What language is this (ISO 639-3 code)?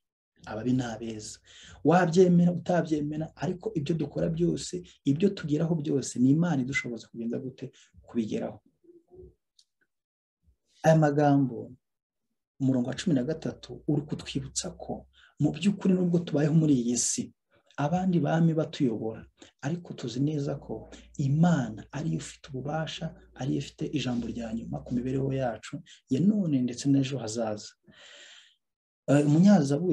kin